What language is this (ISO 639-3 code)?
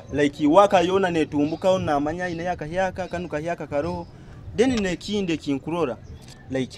nyo